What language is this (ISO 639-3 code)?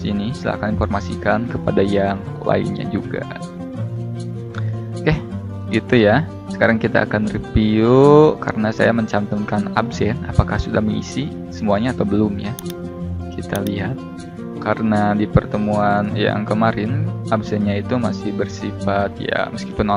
ind